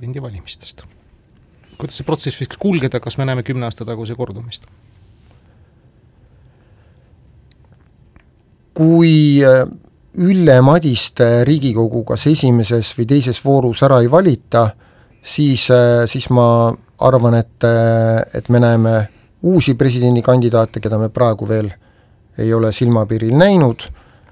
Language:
Estonian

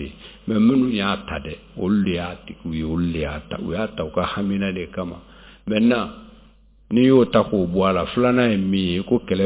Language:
Bambara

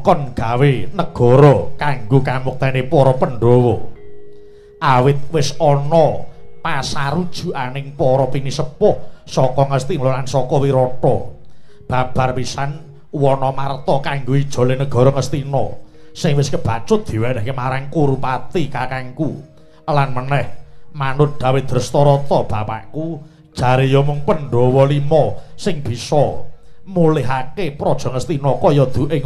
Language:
Javanese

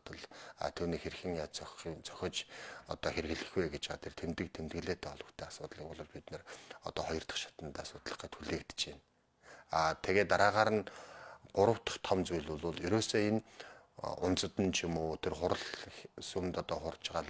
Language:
Mongolian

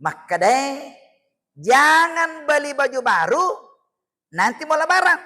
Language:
Buginese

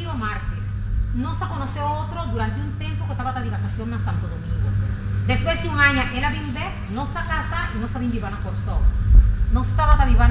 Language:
Papiamento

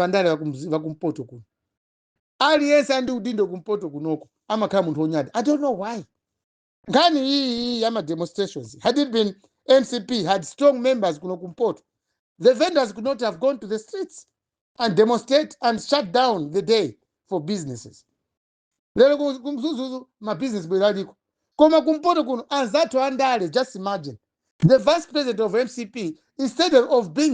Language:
Nyanja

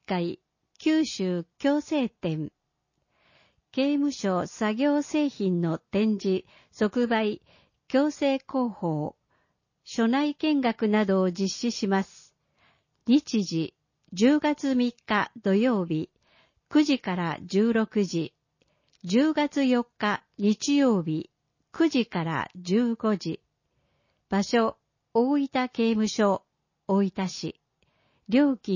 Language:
Japanese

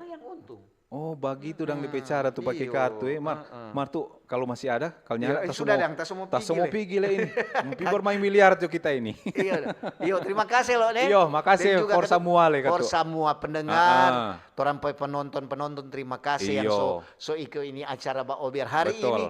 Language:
Manado Malay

